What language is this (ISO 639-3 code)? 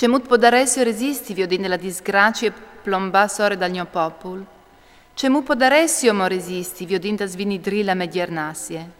fur